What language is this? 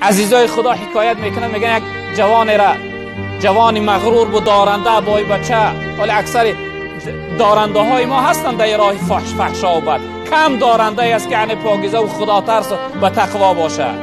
Tajik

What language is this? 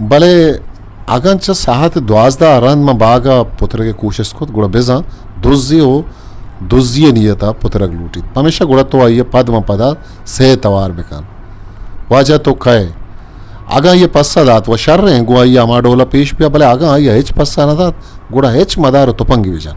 Eastern Balochi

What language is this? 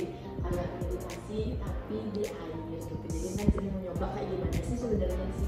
Indonesian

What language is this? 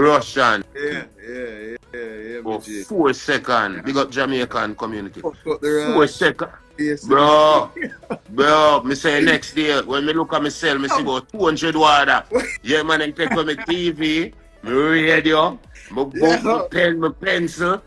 Jamaican Creole English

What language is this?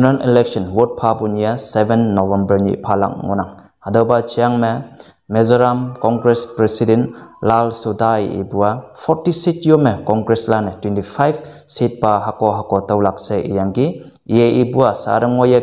Konyak Naga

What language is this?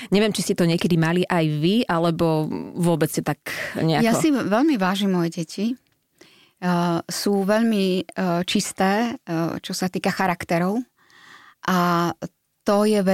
Slovak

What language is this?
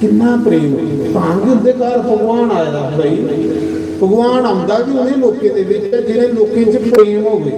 Dogri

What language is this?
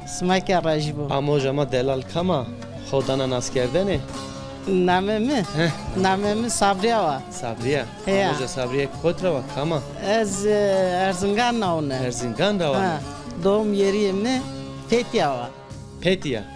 Zaza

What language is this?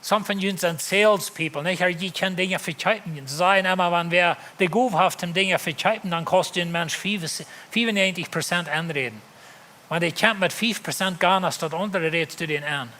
Plautdietsch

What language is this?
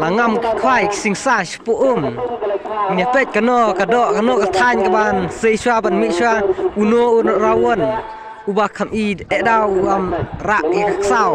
Khasi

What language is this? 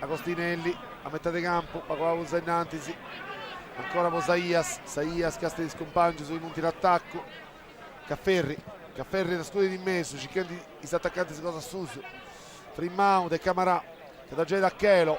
Sardinian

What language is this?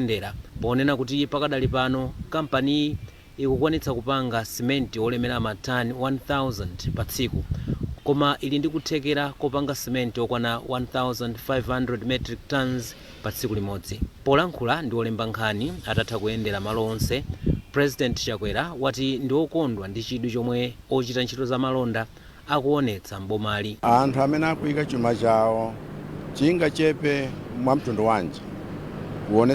Nyanja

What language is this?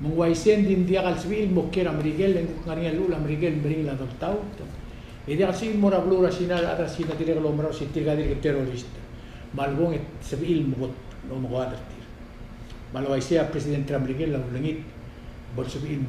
Palauan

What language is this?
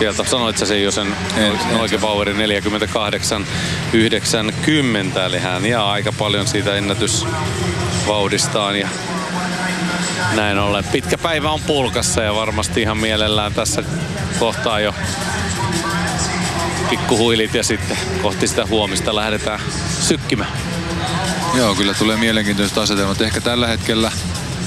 Finnish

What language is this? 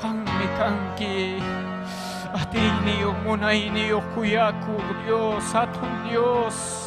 Ayacucho Quechua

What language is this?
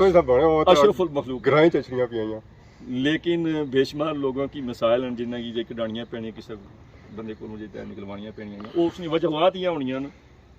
Pahari-Potwari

